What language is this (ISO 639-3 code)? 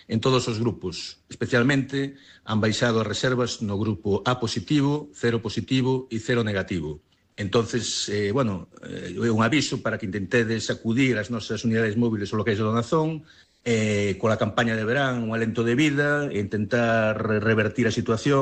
glg